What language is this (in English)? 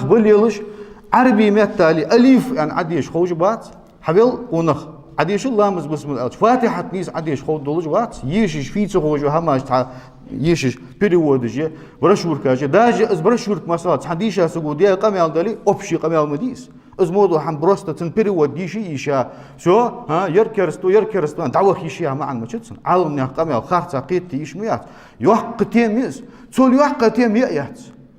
Ingush